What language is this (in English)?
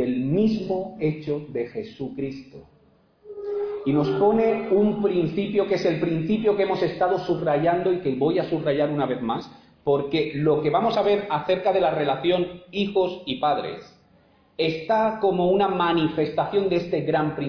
Spanish